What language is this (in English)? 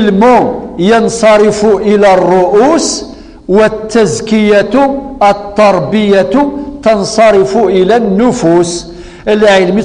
Kabyle